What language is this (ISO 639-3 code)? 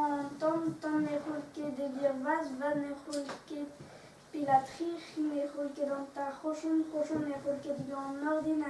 bre